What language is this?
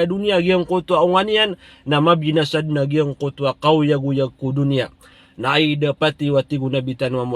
Maranao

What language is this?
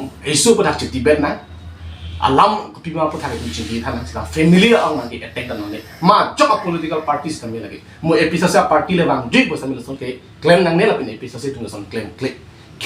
Karbi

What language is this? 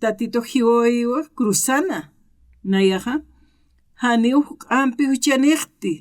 Aymara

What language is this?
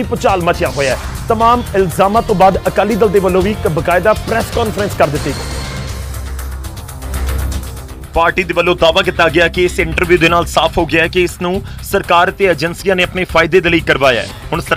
Punjabi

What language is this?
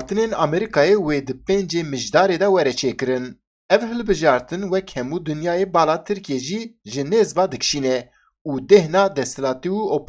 Kurdish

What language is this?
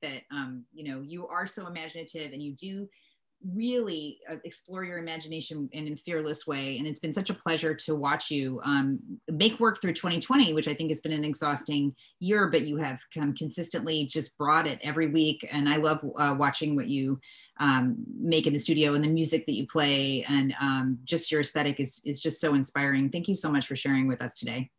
English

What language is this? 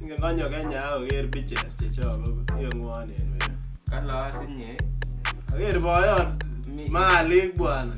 Kalenjin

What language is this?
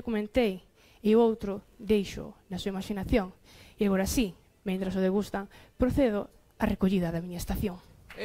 Galician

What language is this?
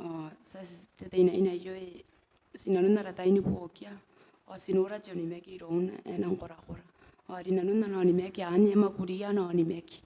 Gilbertese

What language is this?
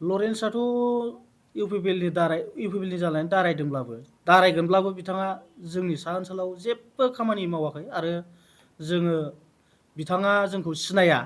Bodo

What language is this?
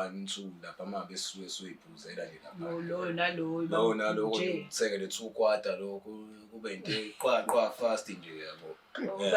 Zulu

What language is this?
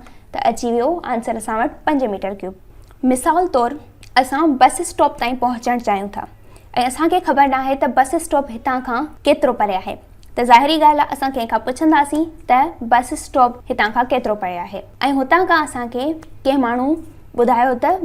Sindhi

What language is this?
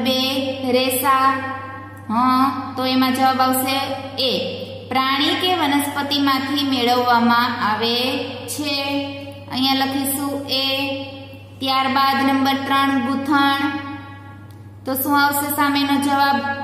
Gujarati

